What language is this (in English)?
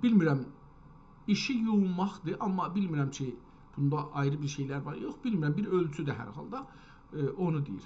South Azerbaijani